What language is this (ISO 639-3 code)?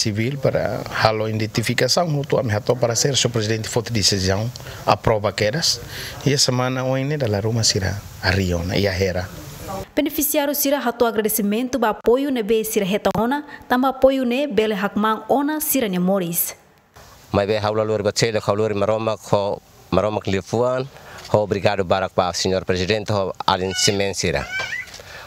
tet